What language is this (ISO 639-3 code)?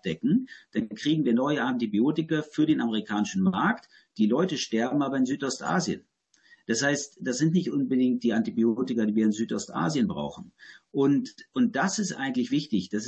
deu